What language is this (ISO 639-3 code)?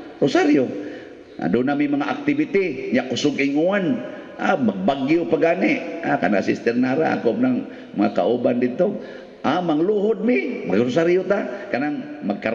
ceb